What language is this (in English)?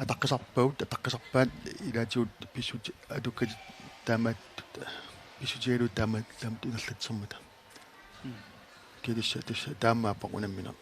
Kalaallisut